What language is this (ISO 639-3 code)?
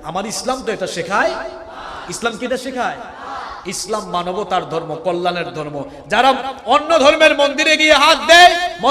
ben